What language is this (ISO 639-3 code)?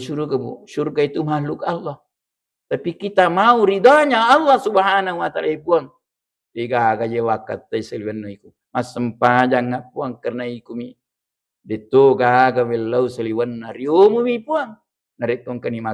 bug